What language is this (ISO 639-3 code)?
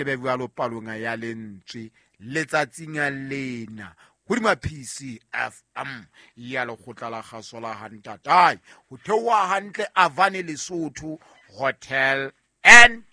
sot